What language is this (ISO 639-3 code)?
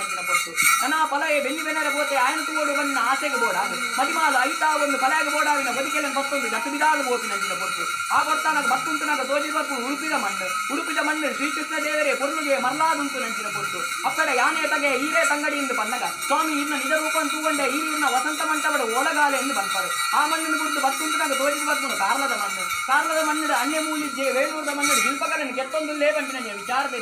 tcy